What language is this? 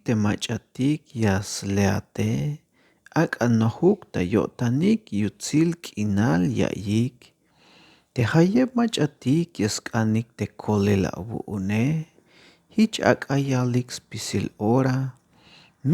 Tzeltal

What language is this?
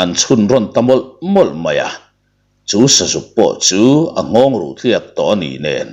Mizo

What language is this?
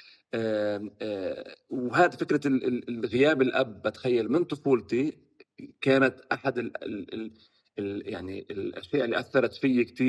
North Levantine Arabic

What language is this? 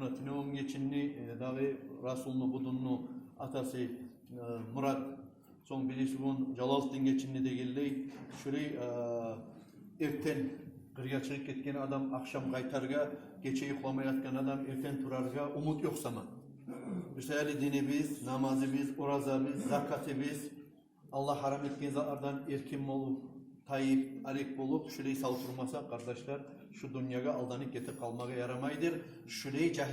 Kumyk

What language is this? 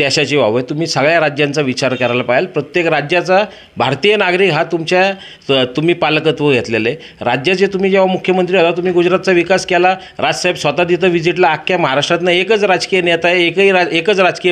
Marathi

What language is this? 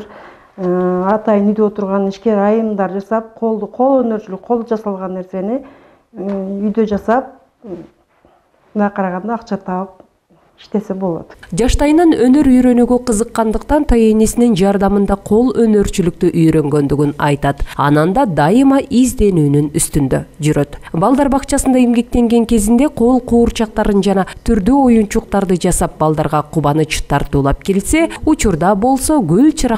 Kyrgyz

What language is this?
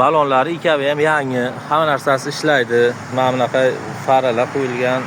Uzbek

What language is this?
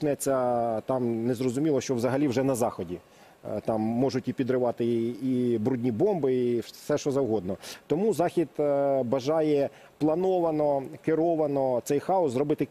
Ukrainian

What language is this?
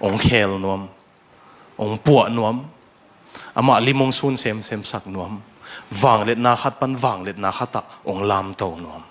Tedim Chin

